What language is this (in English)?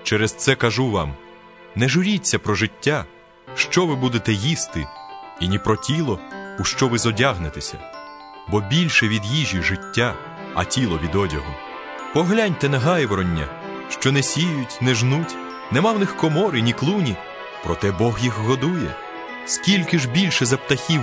Ukrainian